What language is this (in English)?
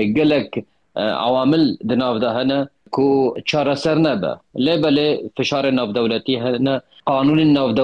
Kurdish